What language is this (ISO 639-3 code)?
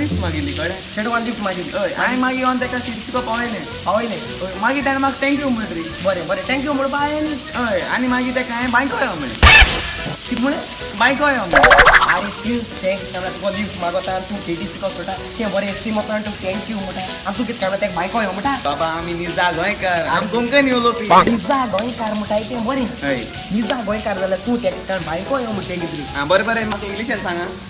kok